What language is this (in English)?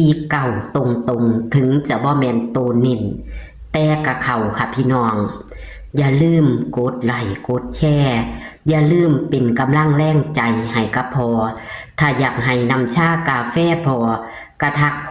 Northeastern Thai